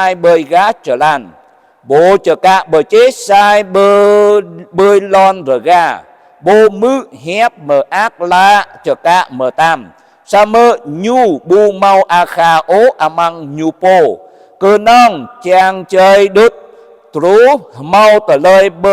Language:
Jarai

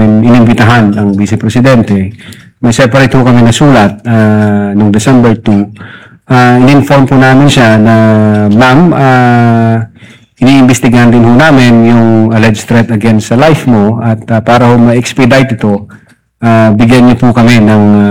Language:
Filipino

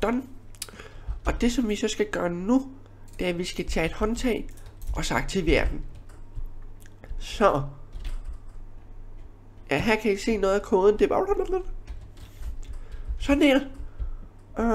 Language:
Danish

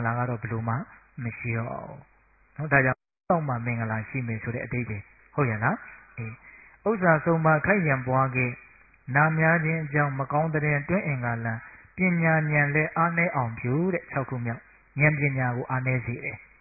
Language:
Burmese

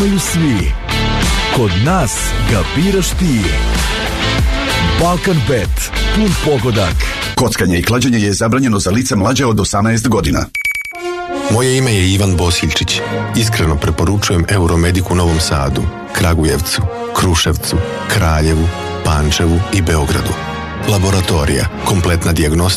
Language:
Serbian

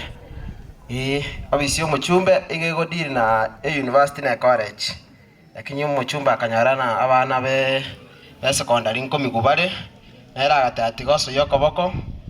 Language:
Gusii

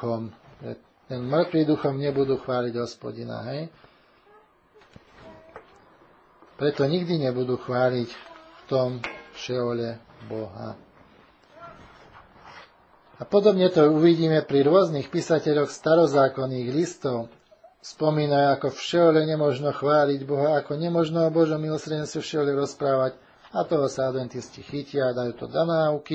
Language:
Slovak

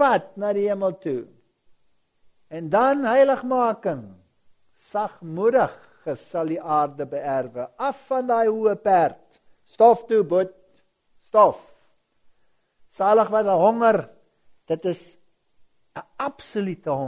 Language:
Afrikaans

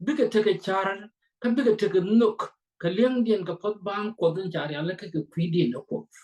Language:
Nuer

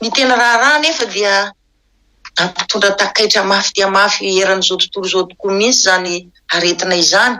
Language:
Malagasy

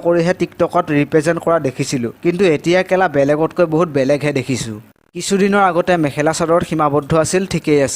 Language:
Assamese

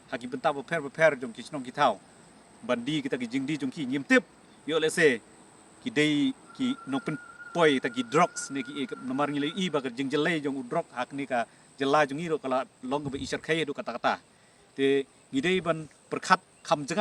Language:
Khasi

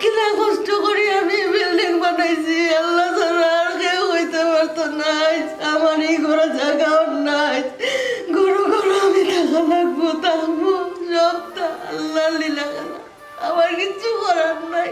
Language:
Sylheti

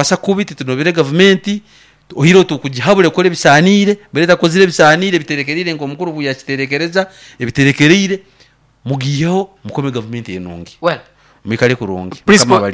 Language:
Nyoro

